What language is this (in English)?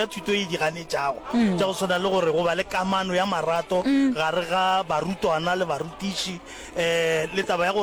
Northern Sotho